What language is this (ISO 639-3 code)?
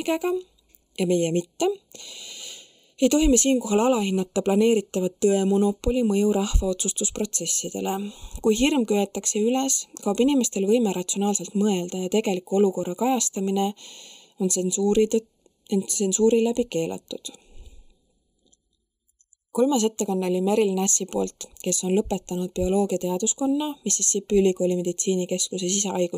est